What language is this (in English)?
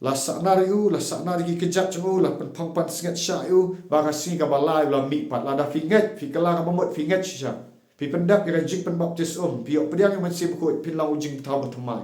Khasi